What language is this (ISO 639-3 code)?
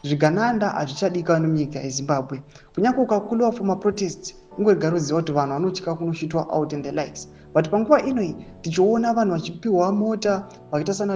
sna